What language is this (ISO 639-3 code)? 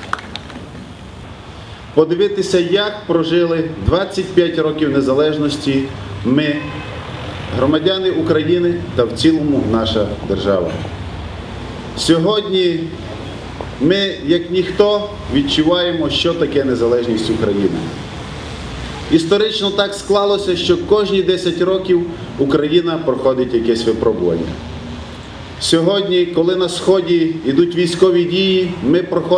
ukr